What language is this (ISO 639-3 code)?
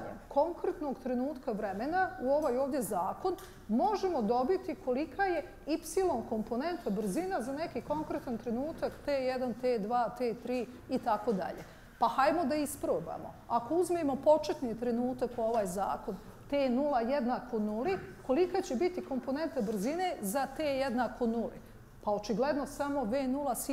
bos